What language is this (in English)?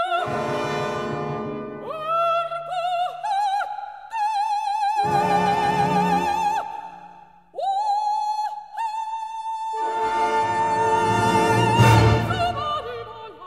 Norwegian